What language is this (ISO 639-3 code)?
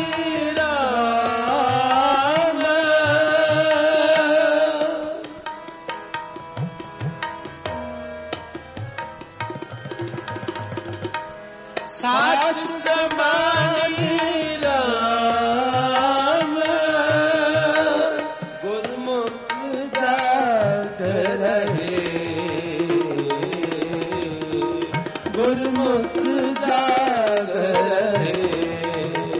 pan